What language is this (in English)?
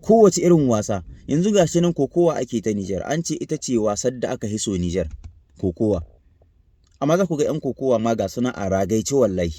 Hausa